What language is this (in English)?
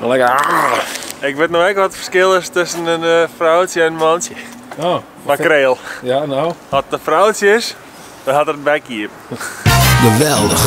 Western Frisian